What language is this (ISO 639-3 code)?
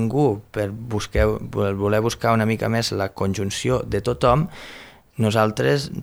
cat